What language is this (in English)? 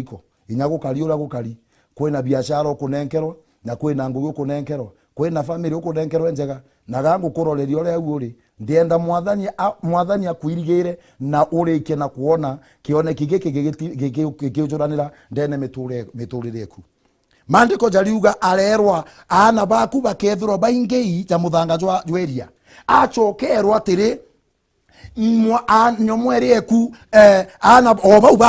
Meru